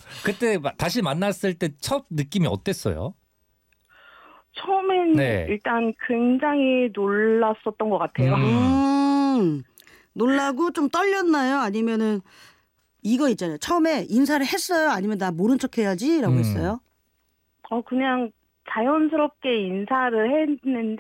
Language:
Korean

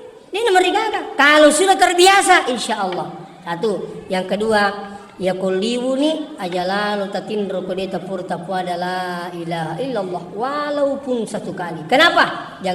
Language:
Buginese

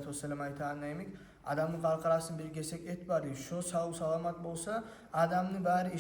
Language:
Kumyk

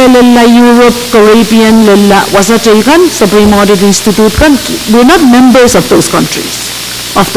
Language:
Pohnpeian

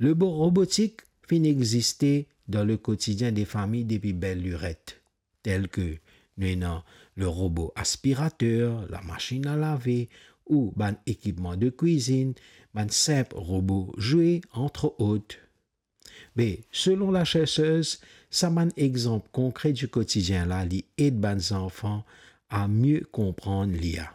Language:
Morisyen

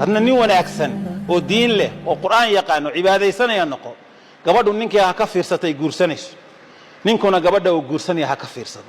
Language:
Somali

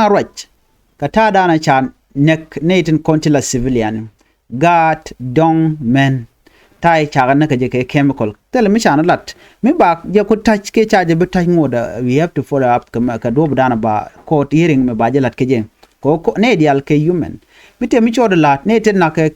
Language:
Nuer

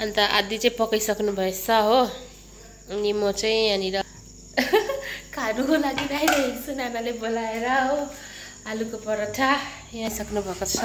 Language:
Nepali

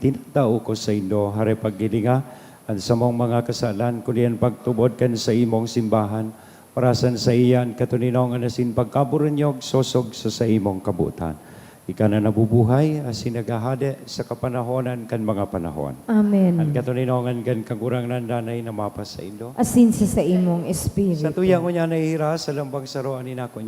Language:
Bikol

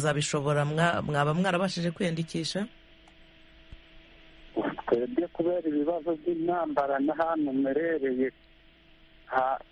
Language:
Kinyarwanda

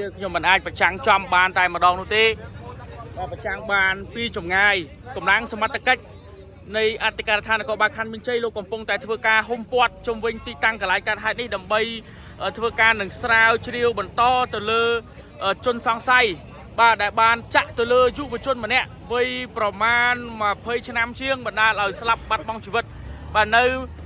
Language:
Khmer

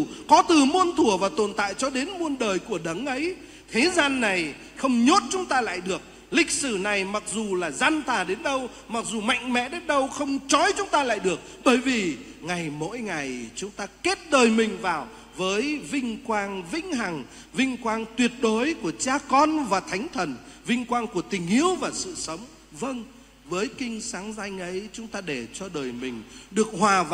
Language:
Vietnamese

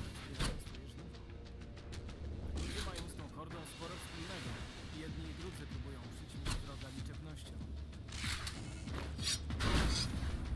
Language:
Polish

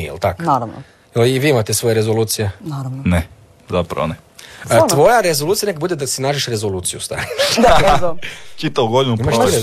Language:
Croatian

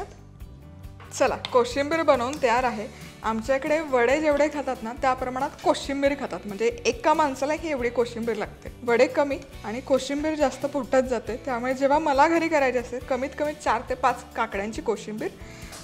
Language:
Marathi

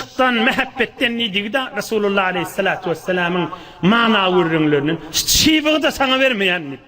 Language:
Turkmen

